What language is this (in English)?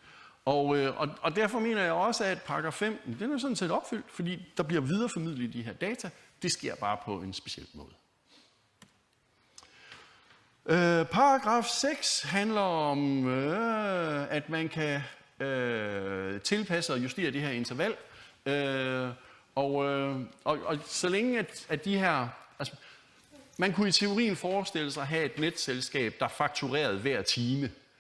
Danish